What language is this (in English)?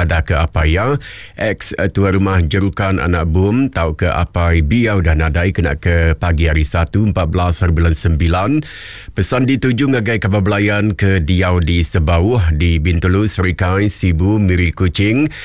Iban